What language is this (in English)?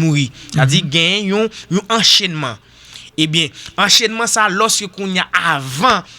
Haitian Creole